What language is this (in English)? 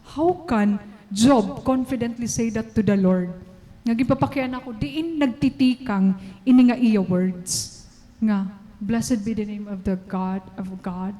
Waray